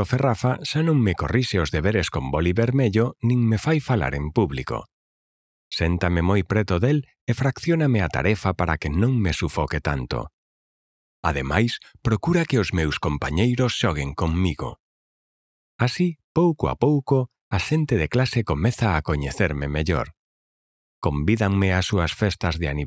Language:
Galician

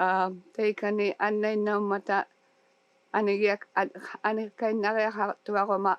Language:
Inuktitut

